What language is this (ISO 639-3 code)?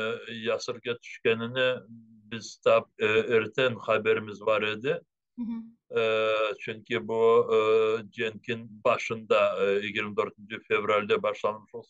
crh